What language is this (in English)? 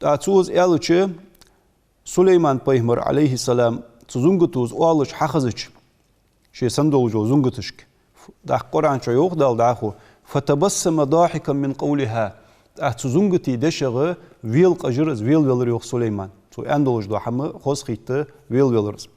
Ingush